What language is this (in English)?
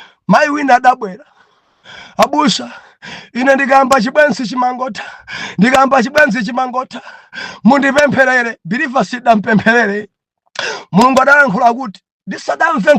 Nyanja